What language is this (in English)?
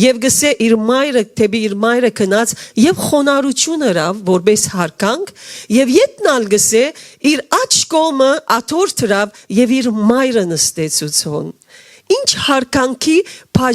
Western Armenian